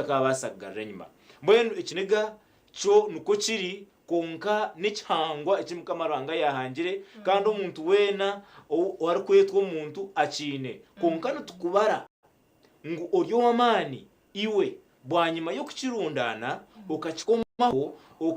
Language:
Nyankole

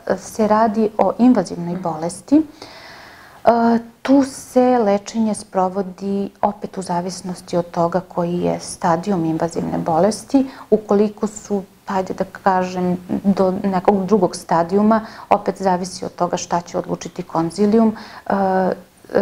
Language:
Serbian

